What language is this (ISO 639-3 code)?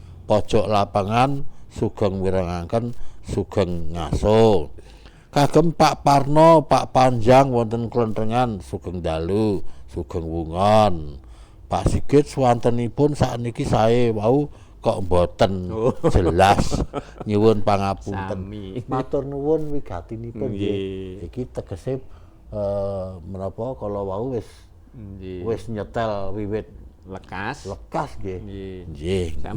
jav